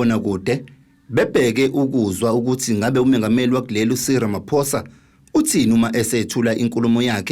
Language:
Zulu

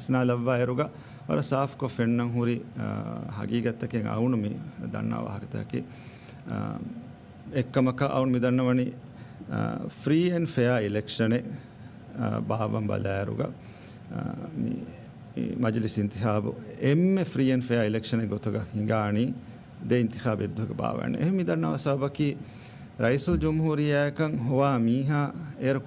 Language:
Divehi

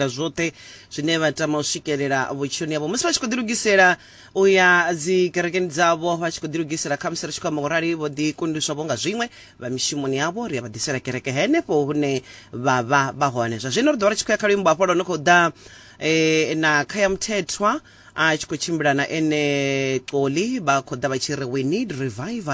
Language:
Venda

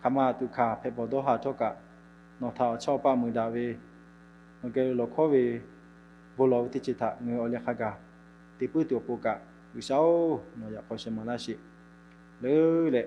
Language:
Lahu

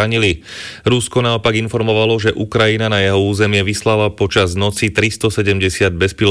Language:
Slovak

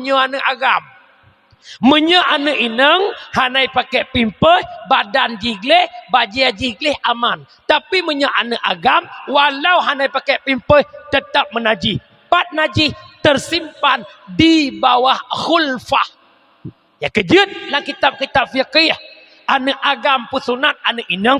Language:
Achinese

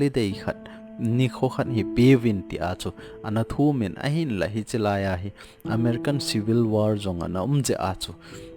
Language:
Thado Chin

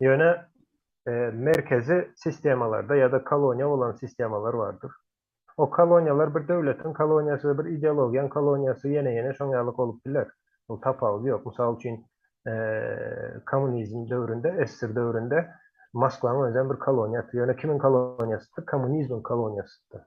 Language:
Turkmen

